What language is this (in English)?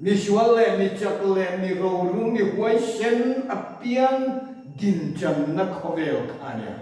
Mizo